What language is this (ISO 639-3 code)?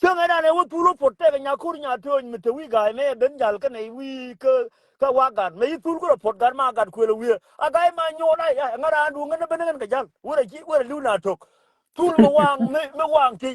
nus